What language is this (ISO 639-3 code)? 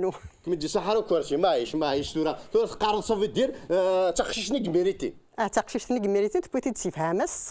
kab